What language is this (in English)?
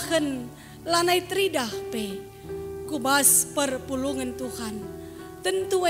Batak Karo